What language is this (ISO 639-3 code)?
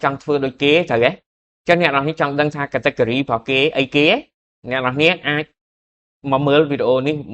khm